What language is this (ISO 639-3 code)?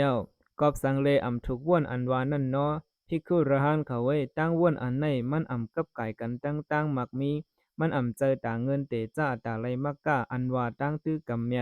shn